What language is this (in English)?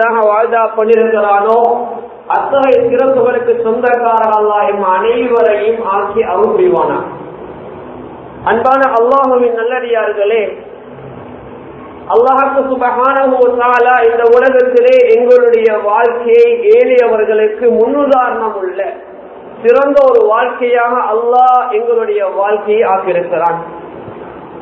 Tamil